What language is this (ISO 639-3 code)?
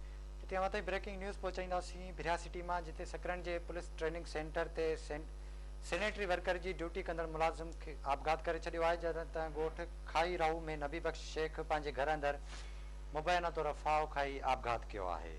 snd